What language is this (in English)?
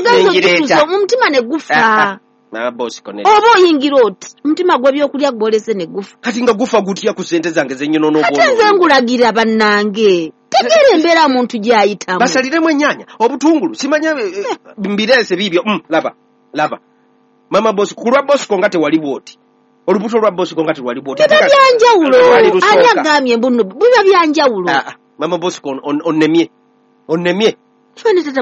Ganda